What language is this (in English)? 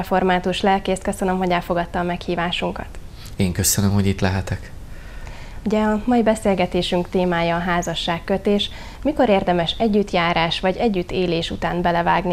Hungarian